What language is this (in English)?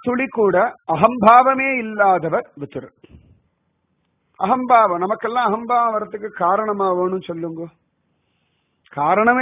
Tamil